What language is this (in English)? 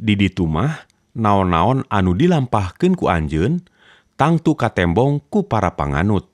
Sundanese